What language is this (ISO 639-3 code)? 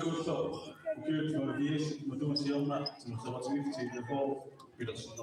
kal